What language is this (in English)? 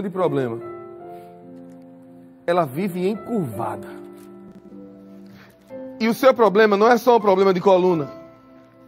Portuguese